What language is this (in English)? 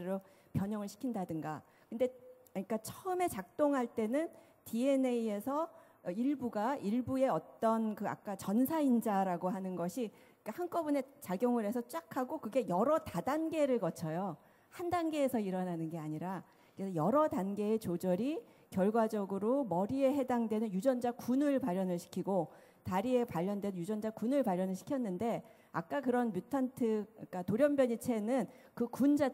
Korean